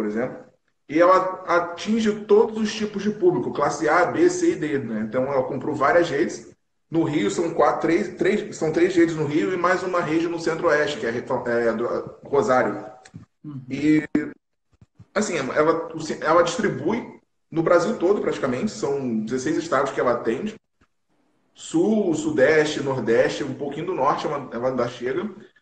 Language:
Portuguese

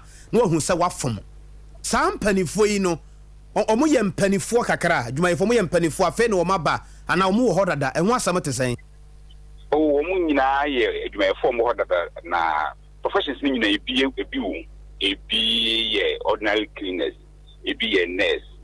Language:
Akan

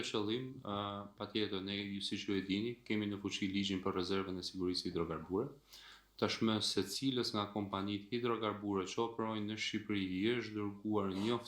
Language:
Albanian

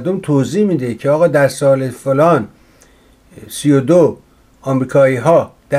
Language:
Persian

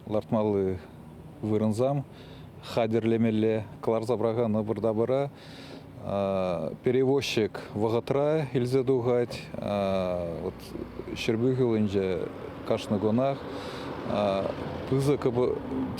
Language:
Chuvash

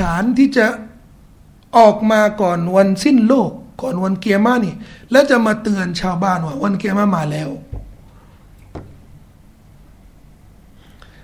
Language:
Thai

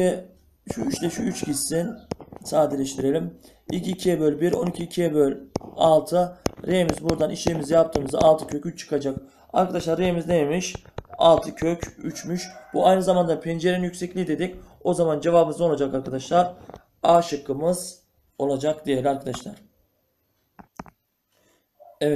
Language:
Turkish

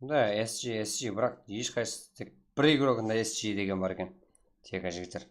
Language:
Kara-Kalpak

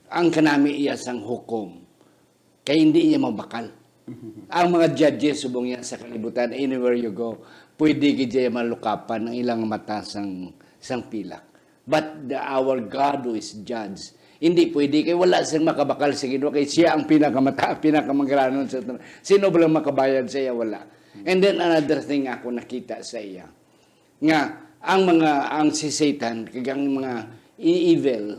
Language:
Hiligaynon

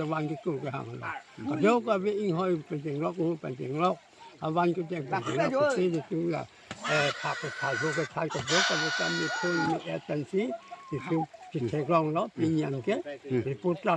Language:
Karbi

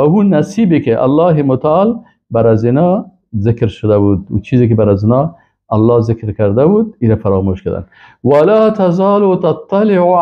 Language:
Persian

